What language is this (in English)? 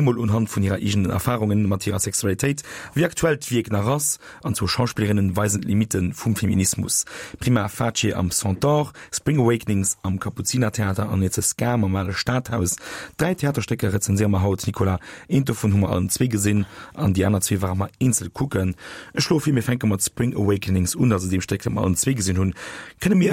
Luxembourgish